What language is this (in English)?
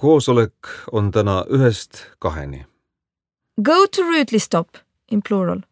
Estonian